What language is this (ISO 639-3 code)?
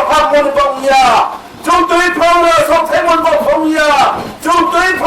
ria